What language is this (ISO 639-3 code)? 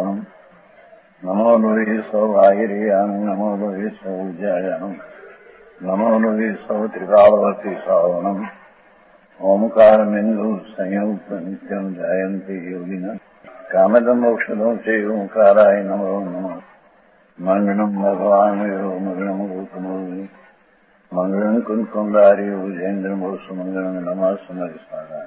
guj